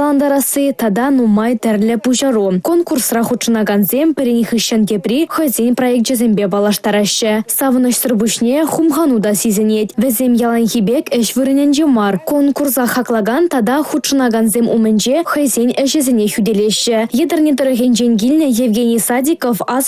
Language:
Chuvash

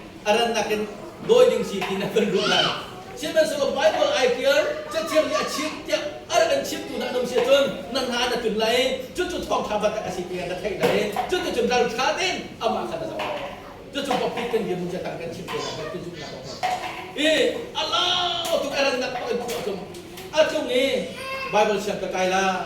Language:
Hakha Chin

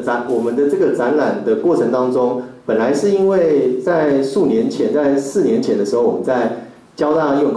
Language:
Chinese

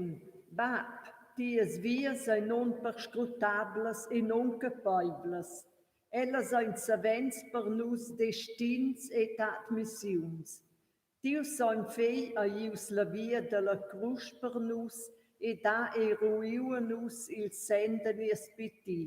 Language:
Romansh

